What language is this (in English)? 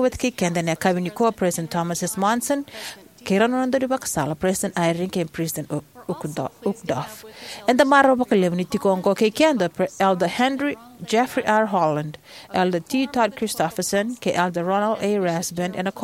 Fijian